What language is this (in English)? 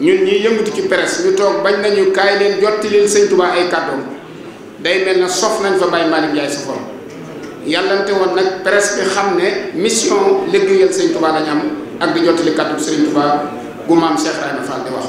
Wolof